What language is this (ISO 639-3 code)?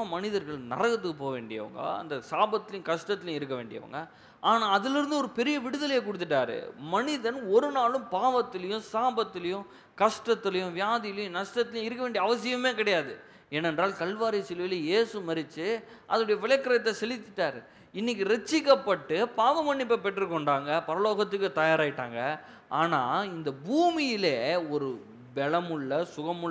tam